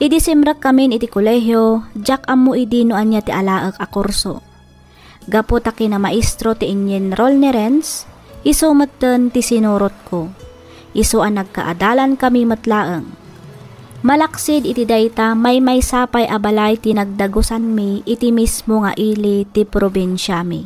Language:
Iloko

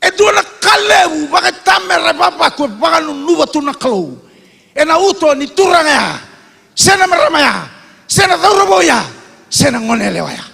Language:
Fijian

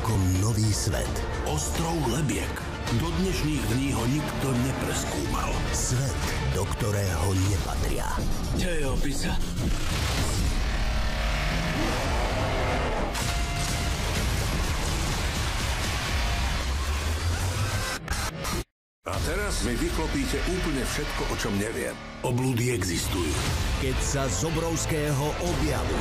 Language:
Slovak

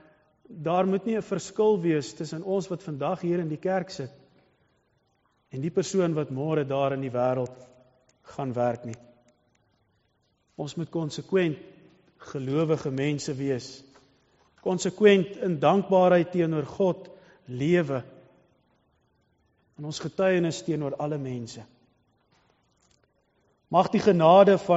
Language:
Afrikaans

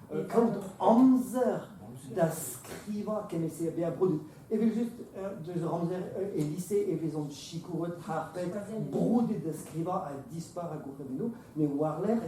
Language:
Breton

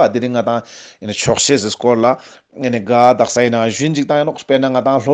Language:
Ladakhi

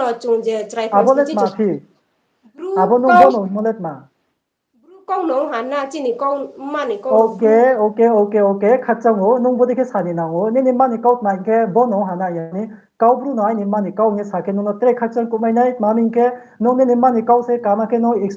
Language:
Riang (India)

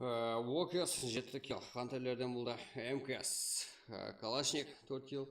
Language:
Kara-Kalpak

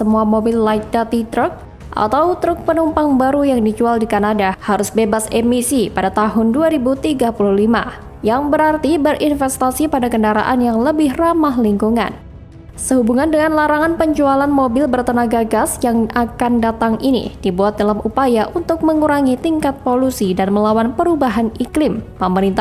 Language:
Indonesian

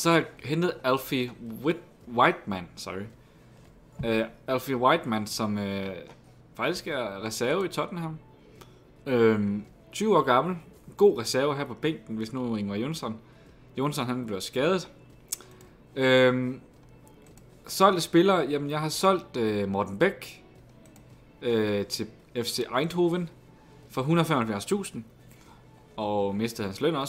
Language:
Danish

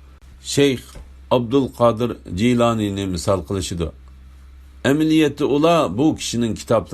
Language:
Uyghur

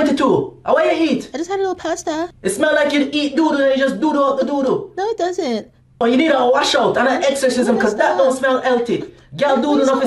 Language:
Jamaican Creole English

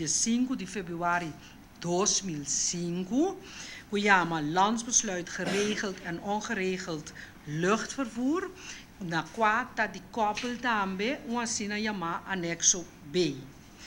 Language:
Papiamento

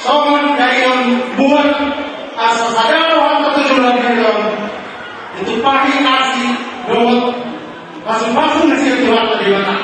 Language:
Batak Toba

